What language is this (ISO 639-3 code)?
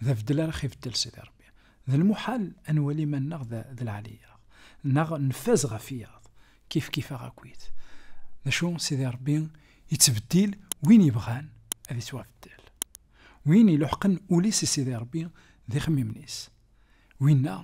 kab